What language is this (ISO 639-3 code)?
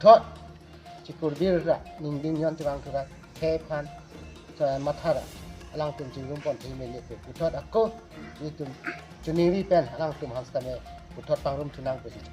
mjw